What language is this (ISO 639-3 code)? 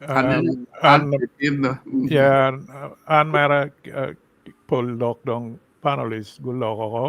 ach